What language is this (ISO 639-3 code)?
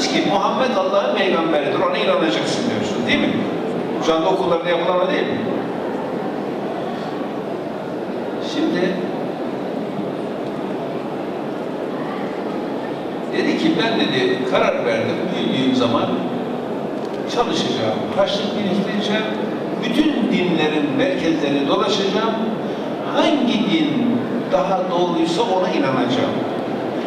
tur